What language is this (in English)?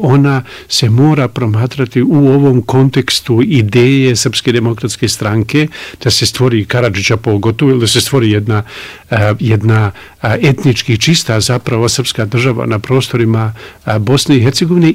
Croatian